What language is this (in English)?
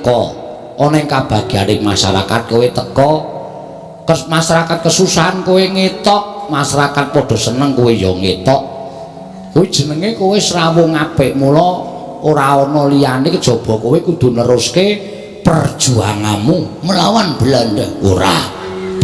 Javanese